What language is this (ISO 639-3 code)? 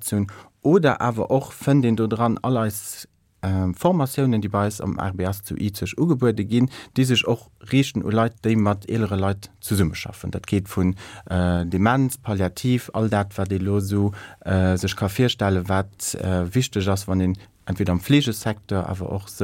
ltz